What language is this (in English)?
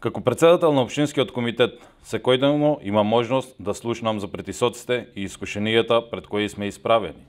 Macedonian